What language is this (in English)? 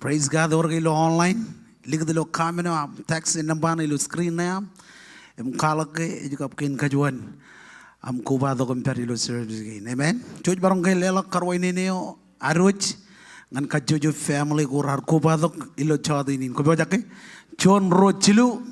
Marshallese